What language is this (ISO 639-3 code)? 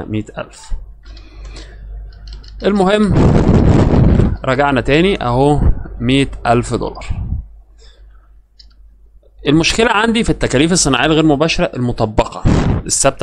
arz